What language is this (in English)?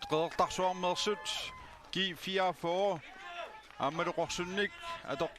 Kalaallisut